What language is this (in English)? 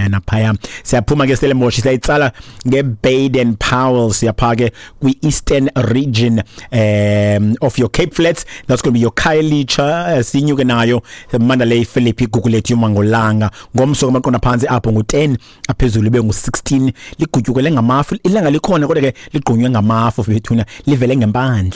Xhosa